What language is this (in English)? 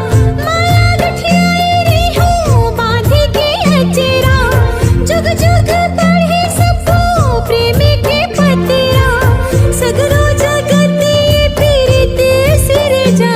Chhattisgarhi